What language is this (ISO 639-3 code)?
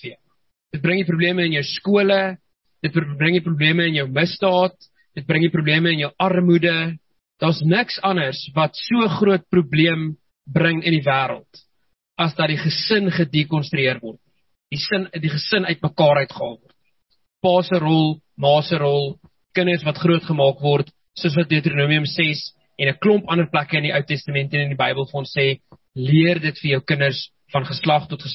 afr